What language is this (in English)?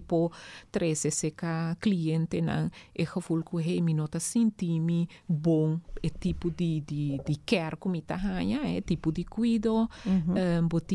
Papiamento